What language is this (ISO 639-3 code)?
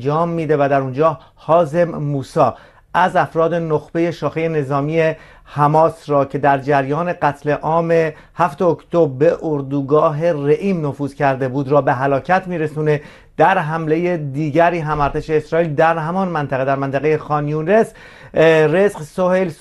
fas